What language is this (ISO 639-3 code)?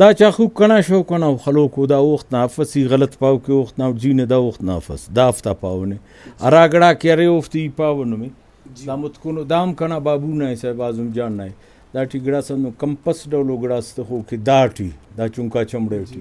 brh